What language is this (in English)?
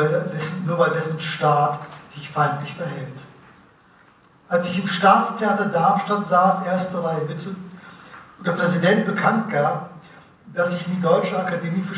German